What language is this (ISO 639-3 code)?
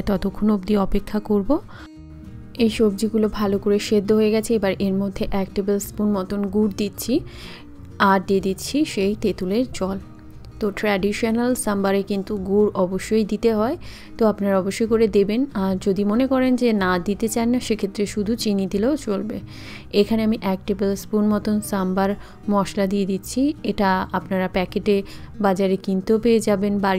ben